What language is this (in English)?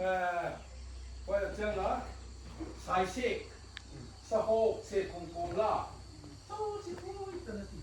Paite Chin